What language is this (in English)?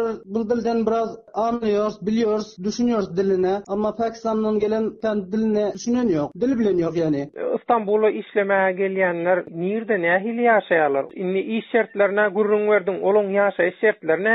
Turkmen